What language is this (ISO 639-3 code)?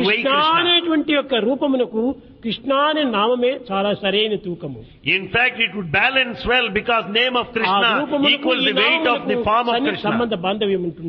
tel